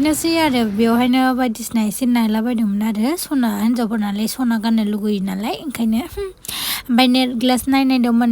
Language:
Bodo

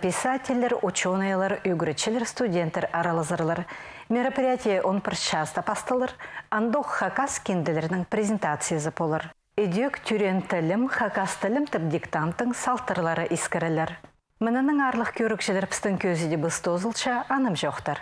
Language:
Khakas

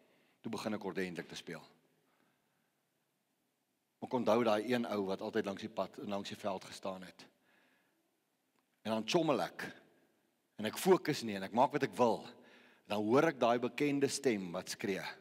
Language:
Afrikaans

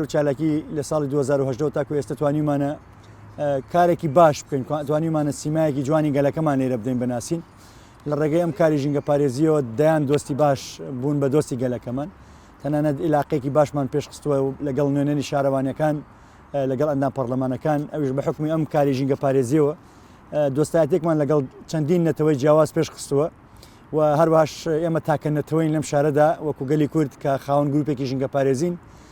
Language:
Central Kurdish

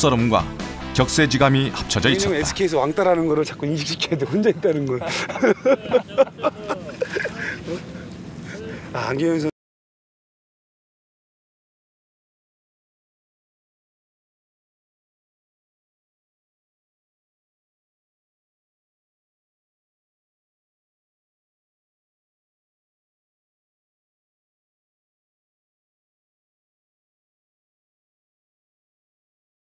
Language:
Korean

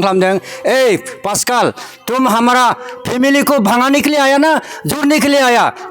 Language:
Bodo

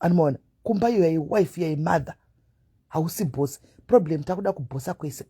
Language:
Shona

